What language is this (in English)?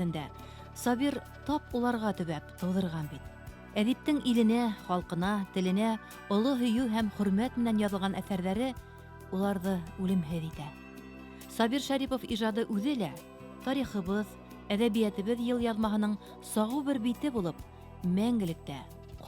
Bashkir